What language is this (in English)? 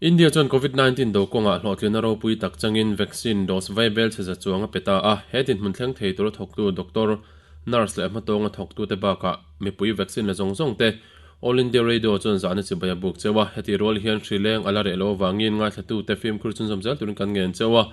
Mizo